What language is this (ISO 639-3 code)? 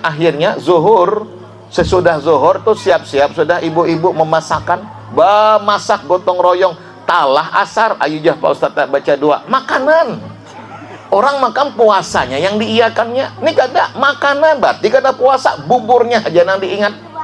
bjn